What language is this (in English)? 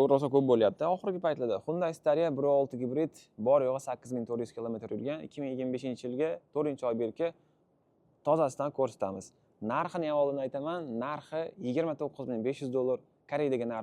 Uzbek